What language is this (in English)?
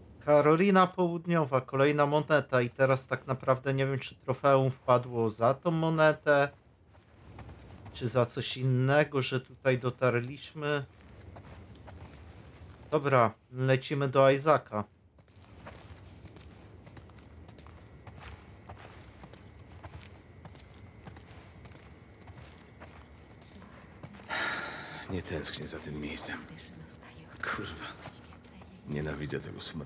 Polish